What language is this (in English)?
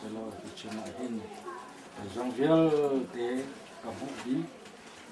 Hakha Chin